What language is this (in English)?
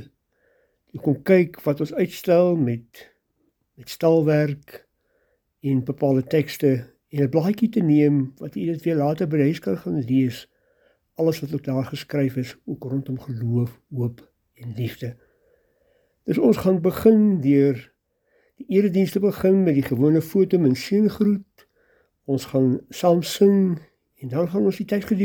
Afrikaans